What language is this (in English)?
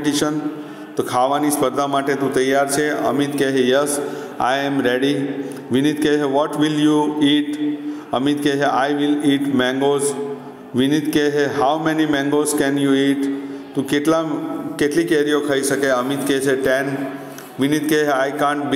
Gujarati